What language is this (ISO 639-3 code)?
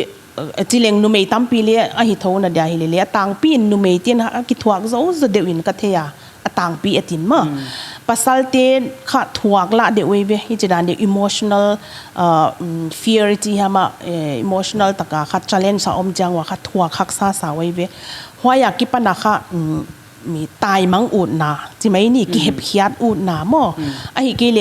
pck